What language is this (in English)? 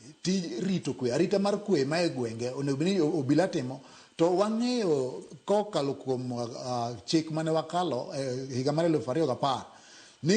Luo (Kenya and Tanzania)